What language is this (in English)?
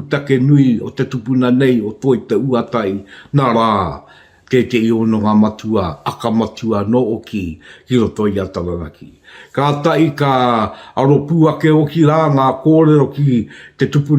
Māori